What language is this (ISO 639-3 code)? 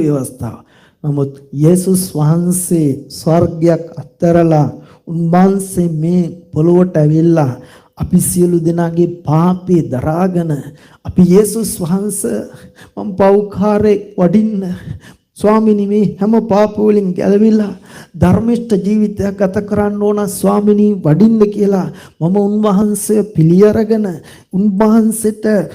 sin